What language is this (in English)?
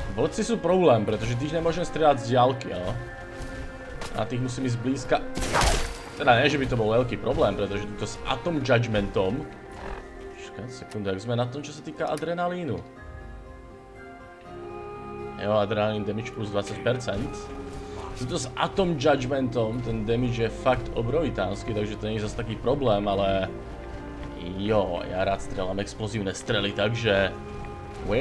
Slovak